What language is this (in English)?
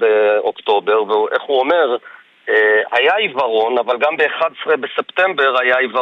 Hebrew